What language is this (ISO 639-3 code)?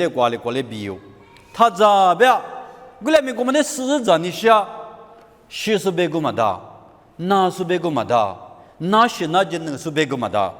lis